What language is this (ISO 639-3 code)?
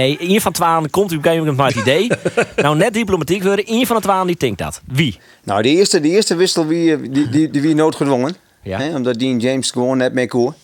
fry